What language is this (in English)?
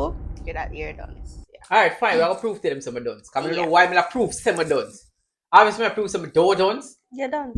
Jamaican Creole English